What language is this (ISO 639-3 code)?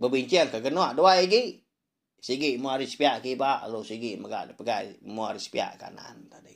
iba